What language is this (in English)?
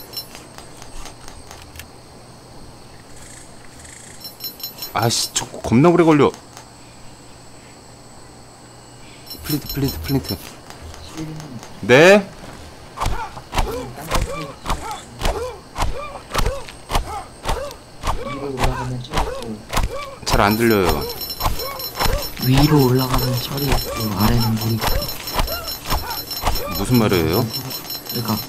Korean